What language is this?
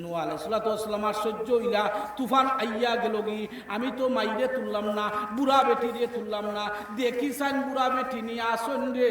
Sylheti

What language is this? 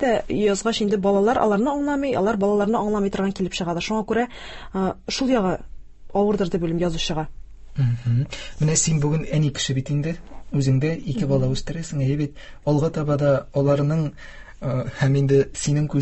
Tatar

